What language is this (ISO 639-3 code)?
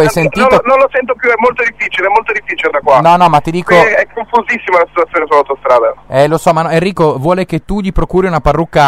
ita